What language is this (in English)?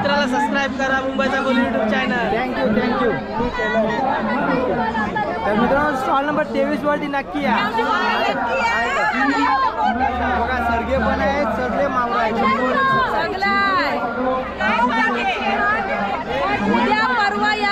Marathi